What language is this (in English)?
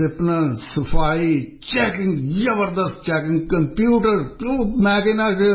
Punjabi